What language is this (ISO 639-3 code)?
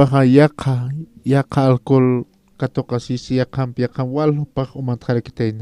aym